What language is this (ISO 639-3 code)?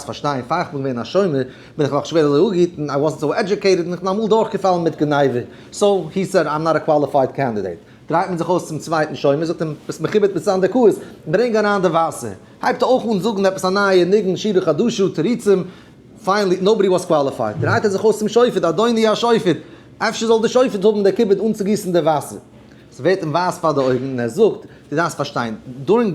yid